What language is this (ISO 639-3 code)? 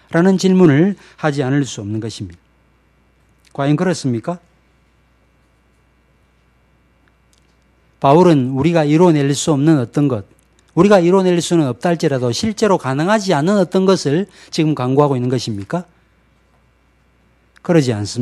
kor